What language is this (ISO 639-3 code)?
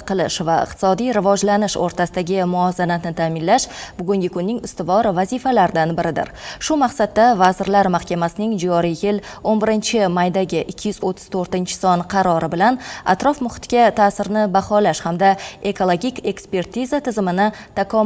uzb